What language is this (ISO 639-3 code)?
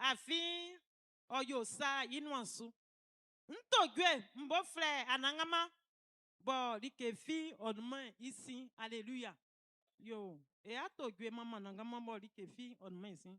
bci